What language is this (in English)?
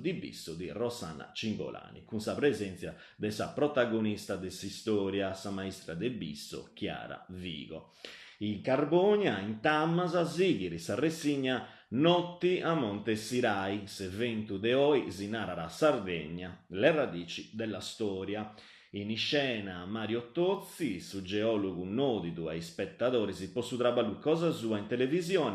Sardinian